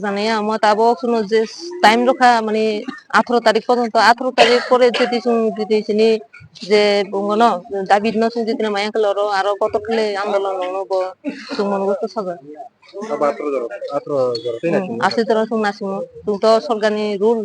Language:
Kok Borok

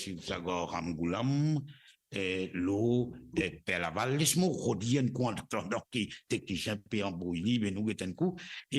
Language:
Morisyen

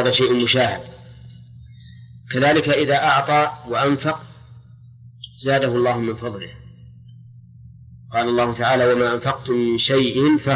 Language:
Arabic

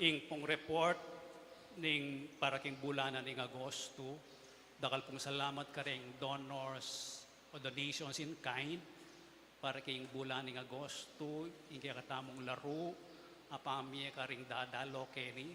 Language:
Pampanga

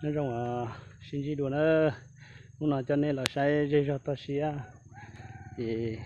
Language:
Hmong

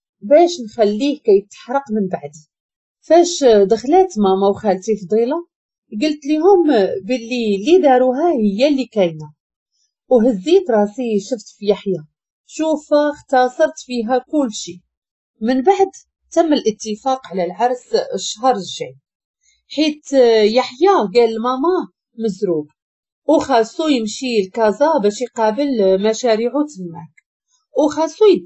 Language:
Moroccan Arabic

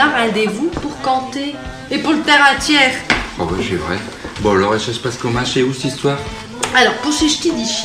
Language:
Picard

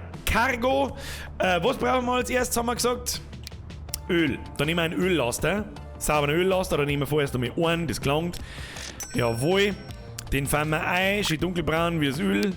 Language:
Bavarian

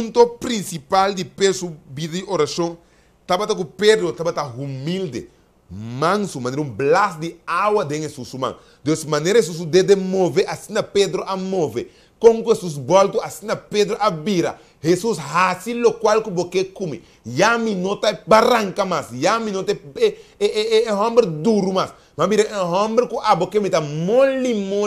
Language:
Papiamento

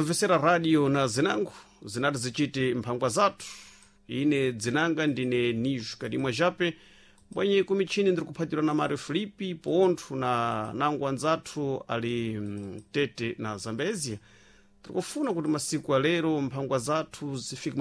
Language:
Sena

